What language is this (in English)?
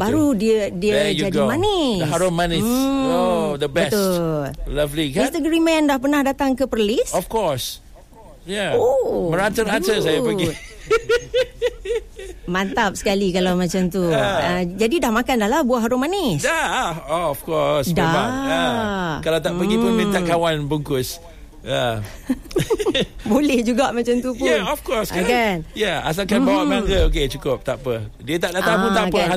Malay